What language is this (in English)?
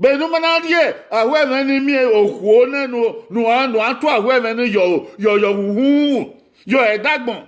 Bini